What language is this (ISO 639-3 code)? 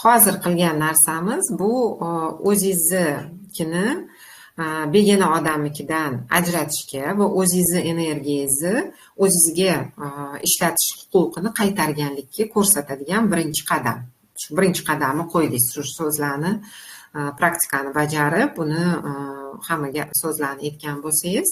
uzb